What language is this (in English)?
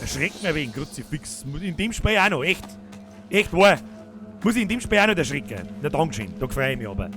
Bavarian